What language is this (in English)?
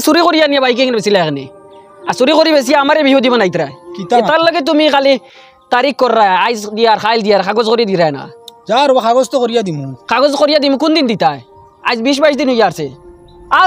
Sylheti